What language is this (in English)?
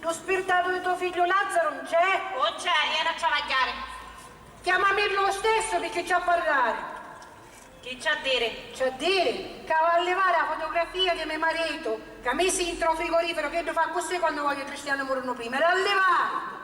Sicilian